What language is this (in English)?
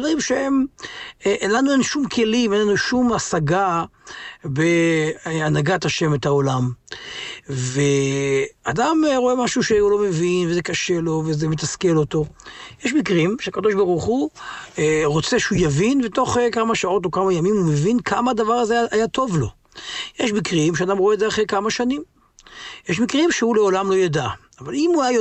Hebrew